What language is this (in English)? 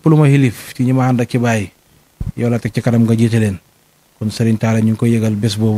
Wolof